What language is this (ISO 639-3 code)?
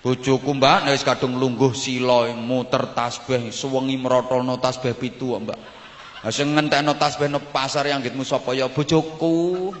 jav